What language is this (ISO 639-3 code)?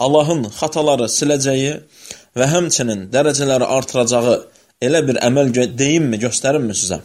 aze